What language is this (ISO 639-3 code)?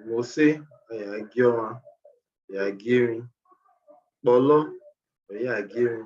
bin